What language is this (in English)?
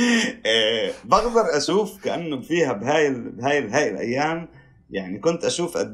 North Levantine Arabic